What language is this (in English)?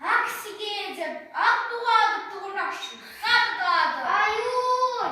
Chuvash